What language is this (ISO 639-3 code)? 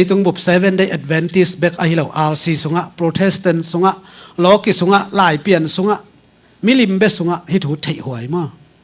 ctd